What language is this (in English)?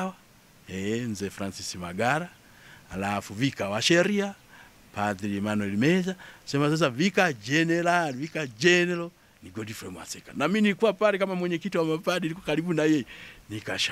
Swahili